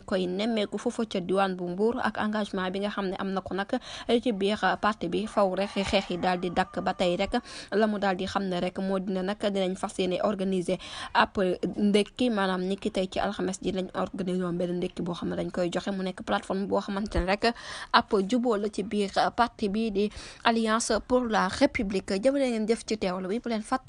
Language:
Wolof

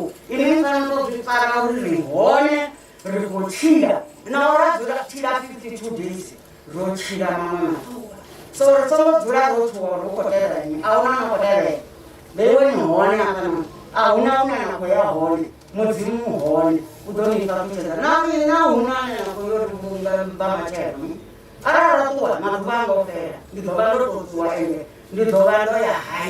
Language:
Venda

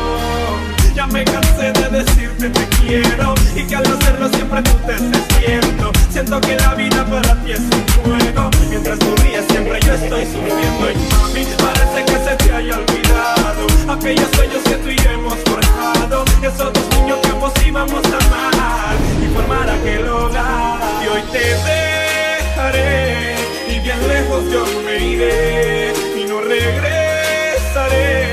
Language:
Spanish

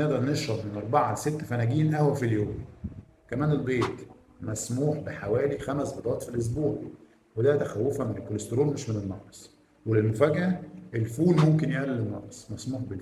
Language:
Egyptian Arabic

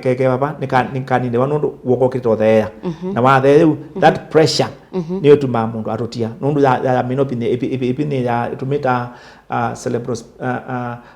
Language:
Kamba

